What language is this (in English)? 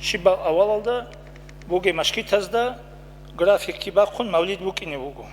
Avaric